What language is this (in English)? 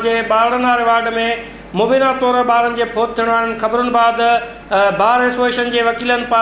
Sindhi